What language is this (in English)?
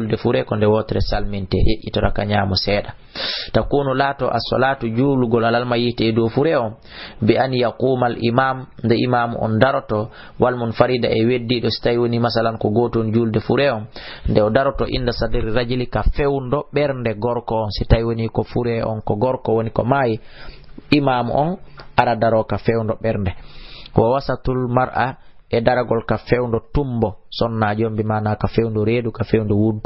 Fula